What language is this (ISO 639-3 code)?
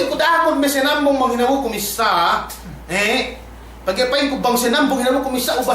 yka